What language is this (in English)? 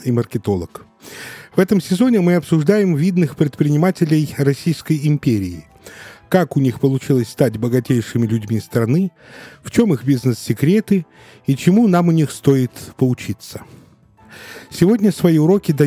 Russian